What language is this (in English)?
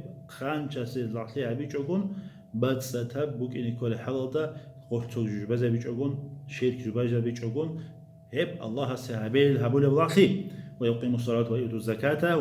Avaric